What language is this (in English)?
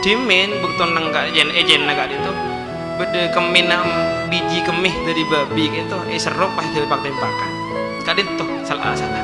Madurese